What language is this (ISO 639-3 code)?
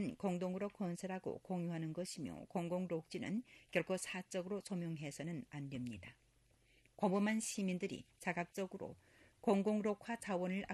kor